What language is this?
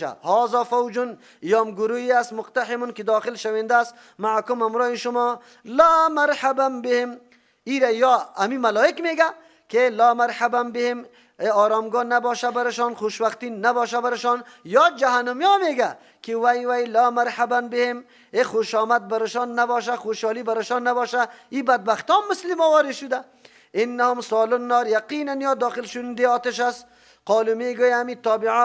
Persian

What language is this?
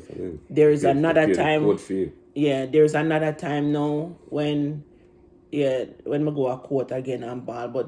Jamaican Creole English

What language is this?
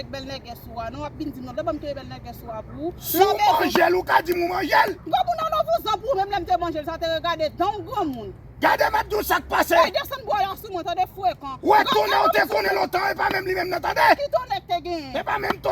Haitian Creole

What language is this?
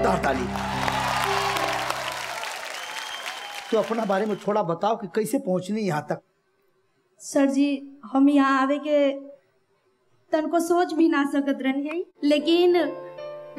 Bhojpuri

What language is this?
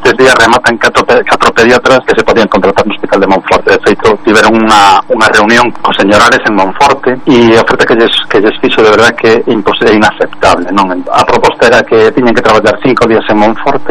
Galician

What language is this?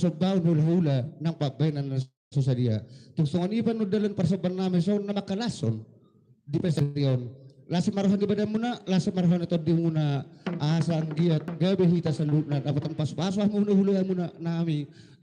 Batak Toba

